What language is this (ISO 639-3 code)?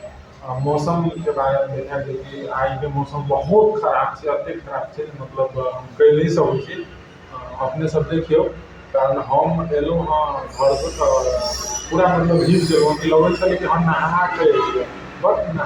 mai